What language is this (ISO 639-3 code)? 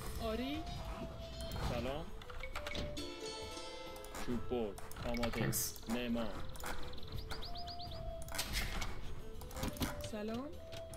fas